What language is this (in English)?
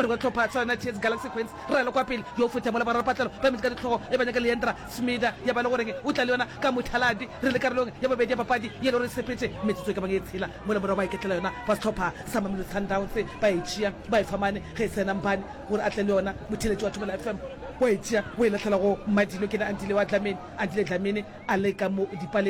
Northern Sotho